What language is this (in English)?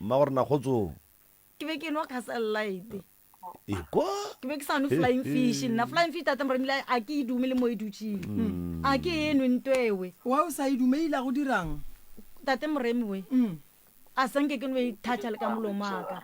Northern Sotho